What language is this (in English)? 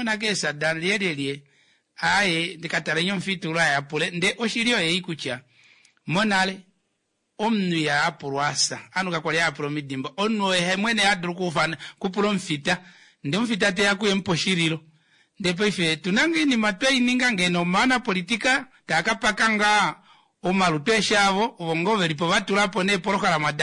Kuanyama